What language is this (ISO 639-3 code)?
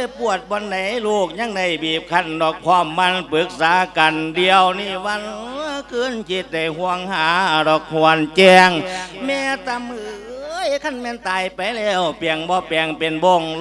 lao